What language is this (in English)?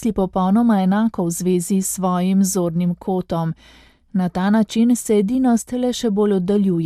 Slovenian